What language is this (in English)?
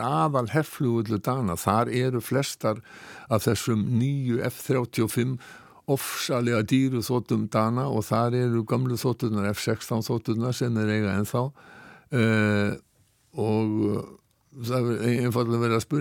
Icelandic